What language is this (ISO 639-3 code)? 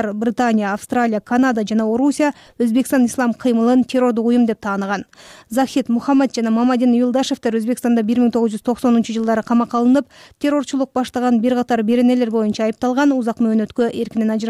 kir